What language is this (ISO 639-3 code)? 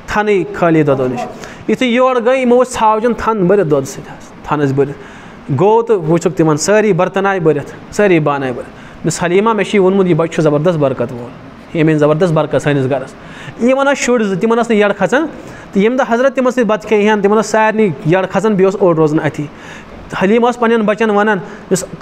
kas